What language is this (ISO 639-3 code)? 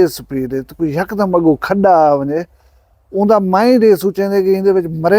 skr